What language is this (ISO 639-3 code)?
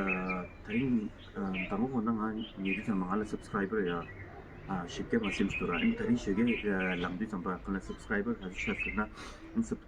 bod